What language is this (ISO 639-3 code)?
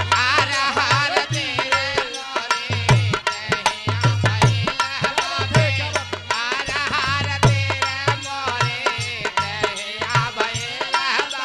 bho